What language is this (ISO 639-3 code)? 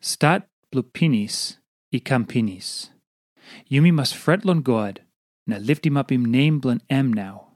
tpi